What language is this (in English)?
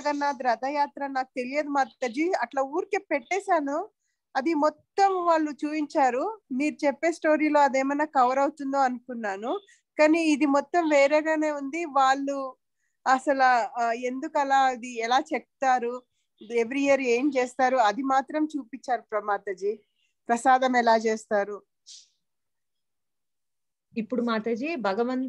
Telugu